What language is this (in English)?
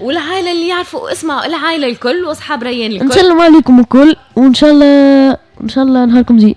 Tunisian Arabic